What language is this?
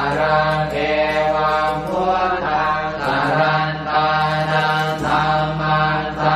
Pali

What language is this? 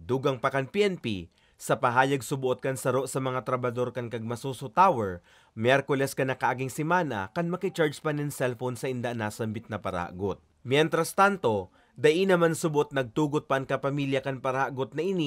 Bikol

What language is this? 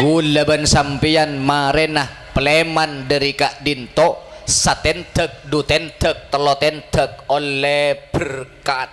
Madurese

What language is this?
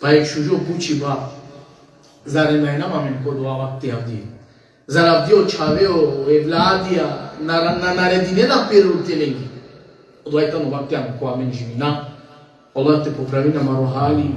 Balkan Romani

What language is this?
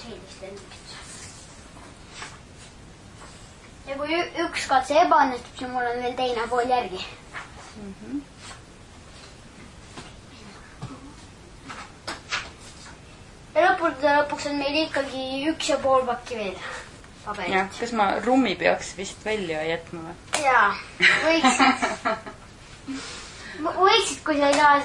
Estonian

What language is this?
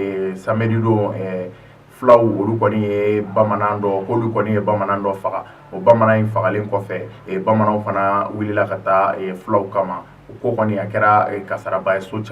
Bambara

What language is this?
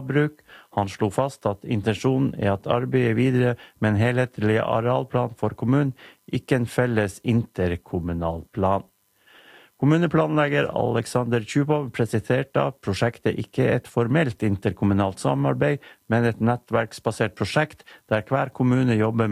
Norwegian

